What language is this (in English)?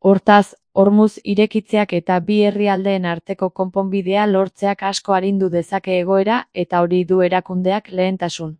Basque